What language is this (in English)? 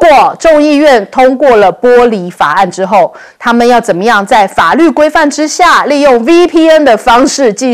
Chinese